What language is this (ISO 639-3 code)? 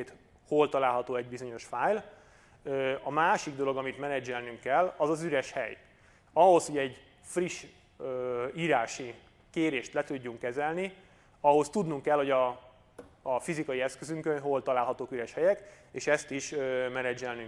hun